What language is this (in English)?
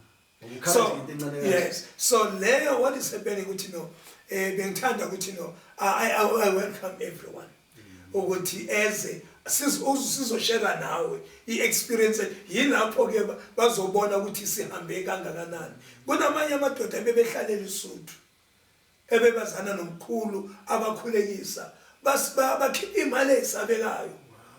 Zulu